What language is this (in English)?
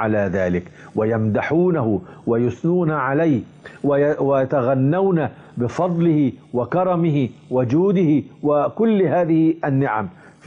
Arabic